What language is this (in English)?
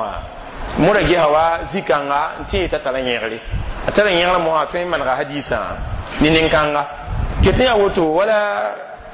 Mossi